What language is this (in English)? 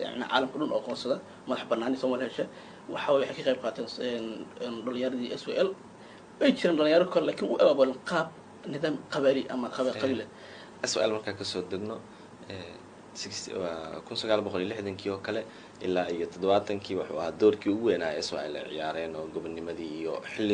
Somali